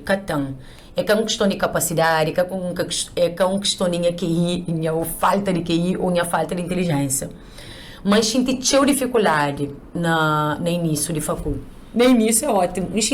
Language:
Kabuverdianu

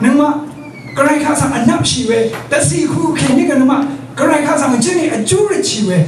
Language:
Rawang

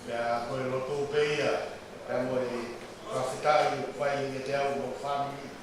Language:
Tongan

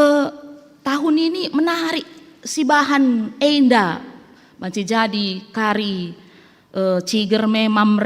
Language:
Batak Karo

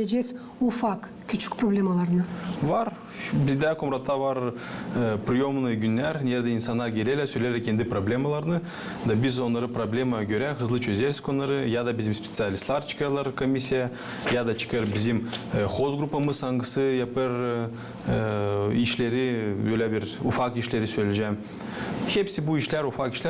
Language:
Gagauz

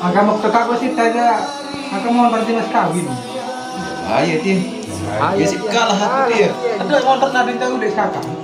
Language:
Sasak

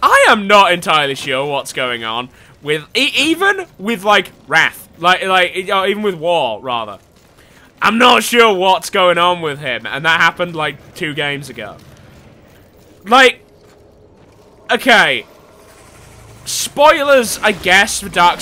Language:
English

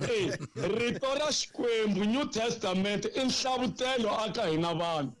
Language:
Tsonga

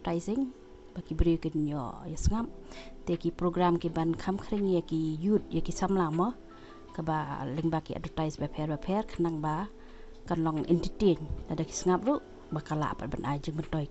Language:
Khasi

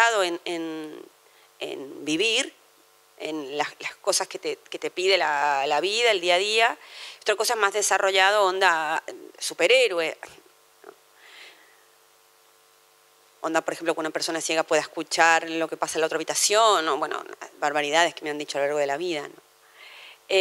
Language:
Spanish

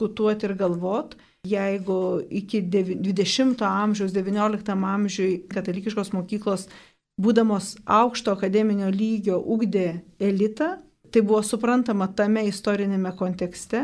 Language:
Lithuanian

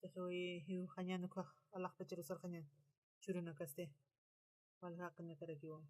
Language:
Aymara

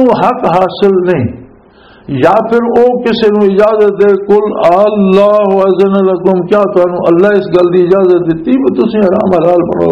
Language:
Western Panjabi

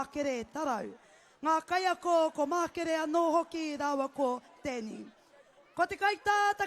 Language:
Māori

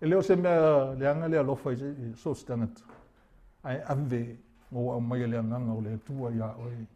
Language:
Samoan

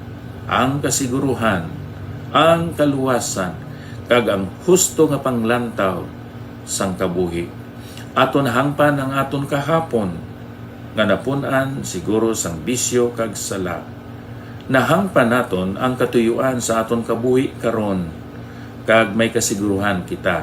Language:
Hiligaynon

